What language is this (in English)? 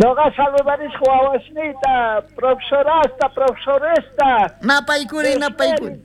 South Bolivian Quechua